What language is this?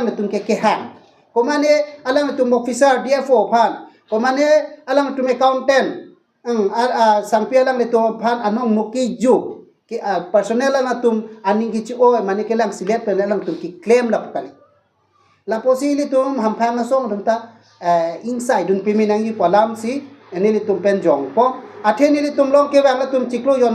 Karbi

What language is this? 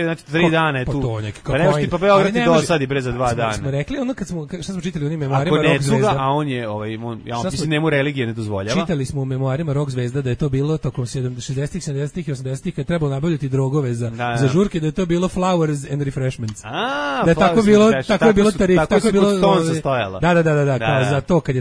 Serbian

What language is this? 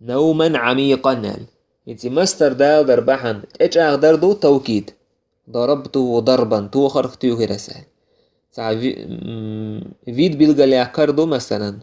Chechen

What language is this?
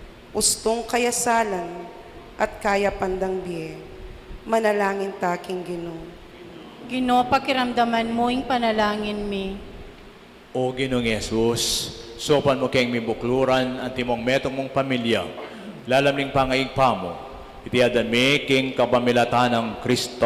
Pampanga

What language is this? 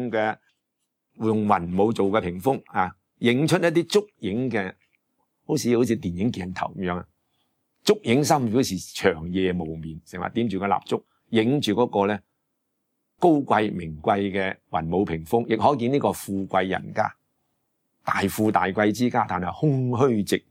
Cantonese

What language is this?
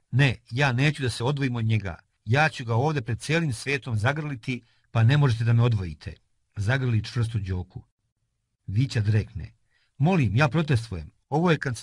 Serbian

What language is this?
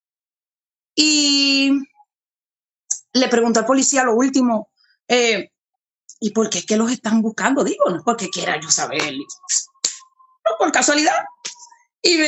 Spanish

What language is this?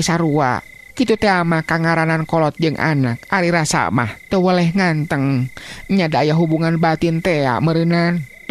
Sundanese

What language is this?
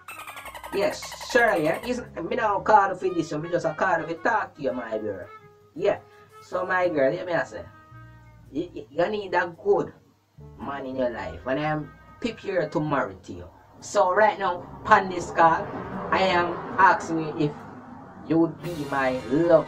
Jamaican Creole English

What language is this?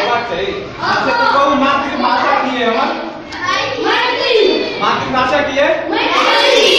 Maithili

